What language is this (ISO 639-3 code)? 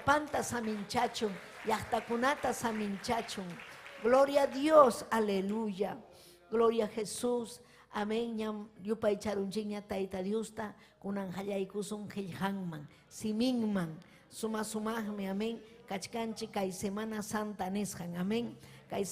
quy